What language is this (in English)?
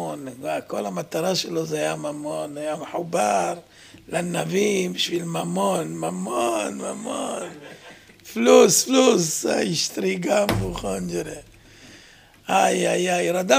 Hebrew